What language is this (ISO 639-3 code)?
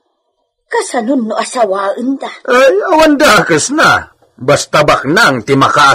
ilo